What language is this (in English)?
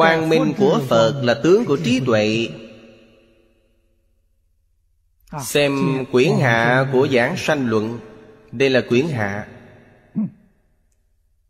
Vietnamese